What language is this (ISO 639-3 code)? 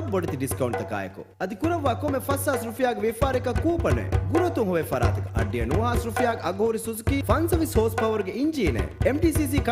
div